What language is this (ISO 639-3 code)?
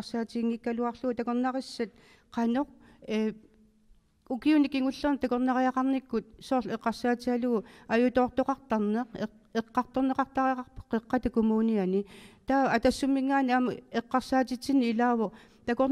kal